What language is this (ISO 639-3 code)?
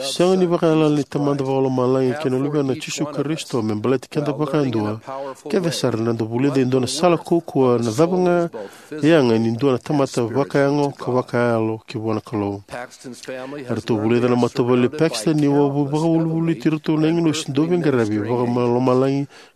fij